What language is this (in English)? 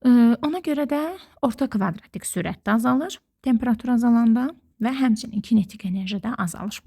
Azerbaijani